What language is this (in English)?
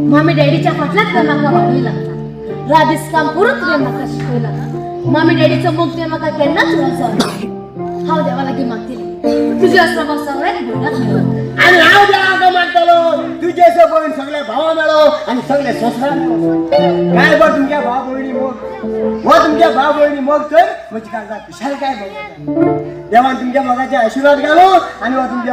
Konkani